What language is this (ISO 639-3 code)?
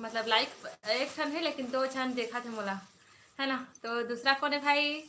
hne